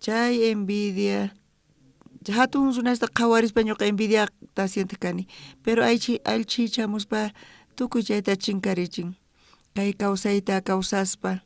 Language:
South Bolivian Quechua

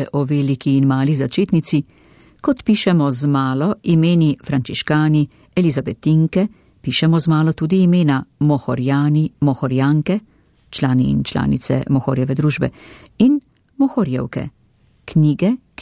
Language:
Slovenian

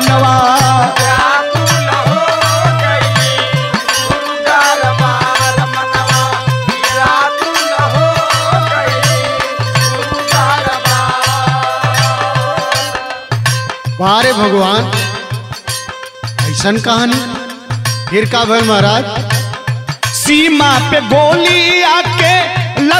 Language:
Bhojpuri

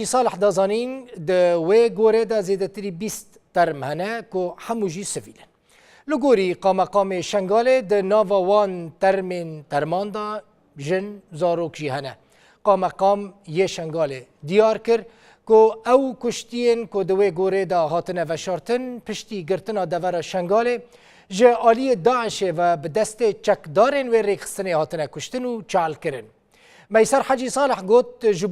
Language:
Kurdish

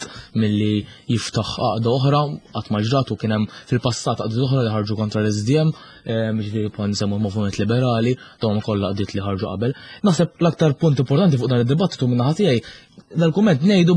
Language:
Maltese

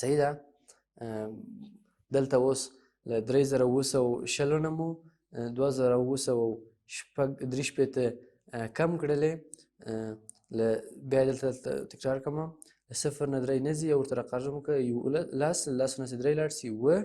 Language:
Pashto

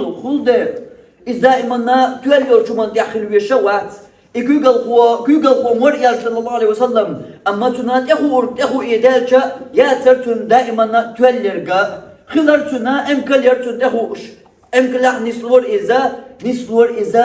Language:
Chechen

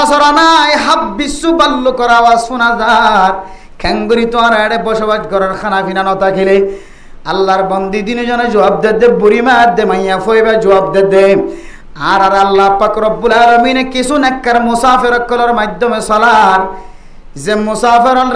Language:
Rohingya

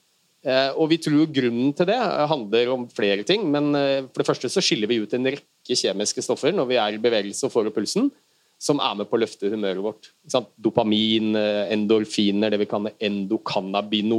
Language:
Norwegian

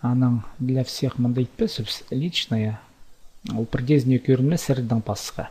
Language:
Khakas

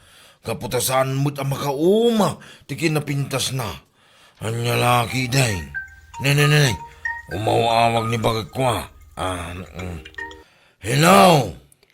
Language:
Iloko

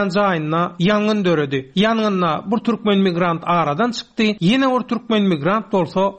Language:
Turkmen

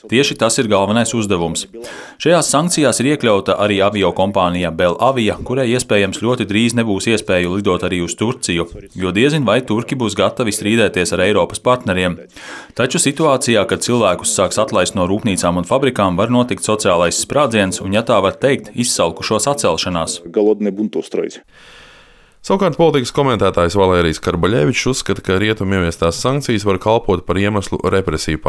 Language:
Latvian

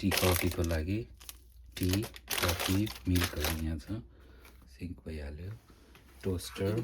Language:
Nepali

